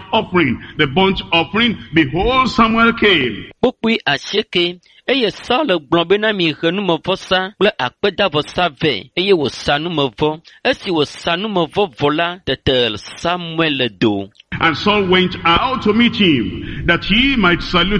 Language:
Ewe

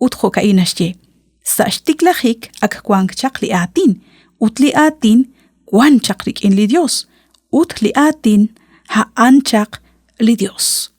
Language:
Kekchí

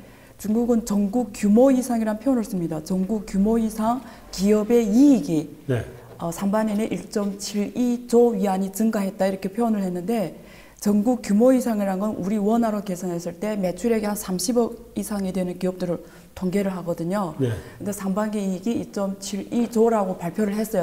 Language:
Korean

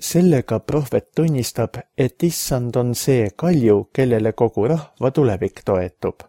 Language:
Estonian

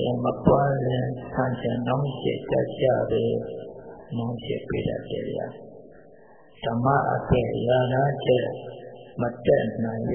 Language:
Burmese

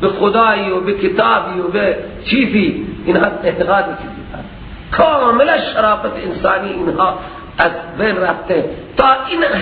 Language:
Persian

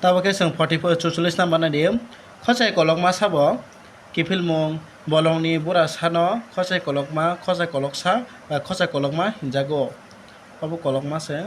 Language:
Kok Borok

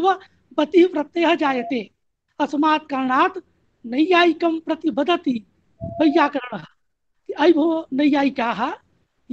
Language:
Sanskrit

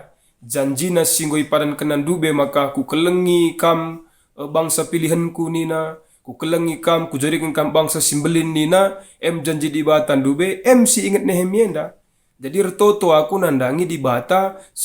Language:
Batak Karo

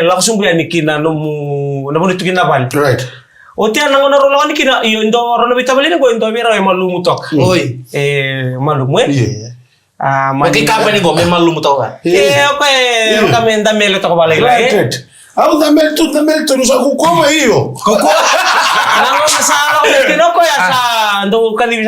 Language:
Fijian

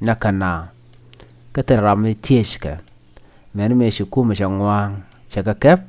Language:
Nuer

